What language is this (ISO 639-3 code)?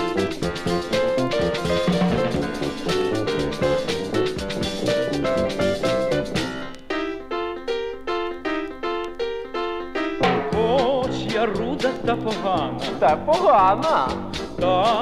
ukr